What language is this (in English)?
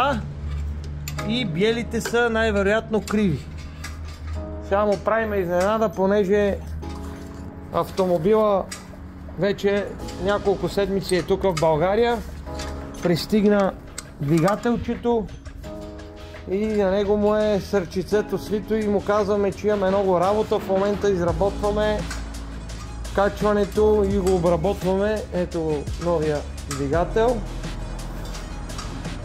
Bulgarian